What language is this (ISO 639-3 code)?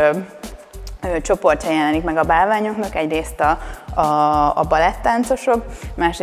hun